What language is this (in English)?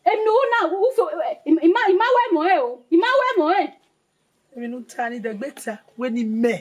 Bini